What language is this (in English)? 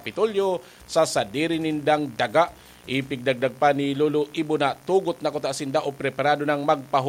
Bikol